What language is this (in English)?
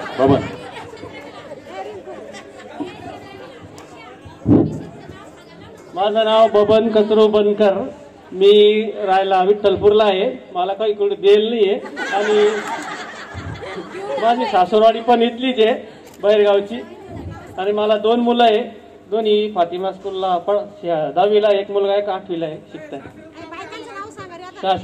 Marathi